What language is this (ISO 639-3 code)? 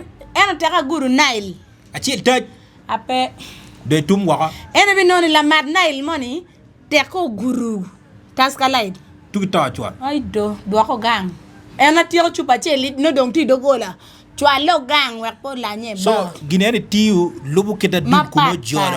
ach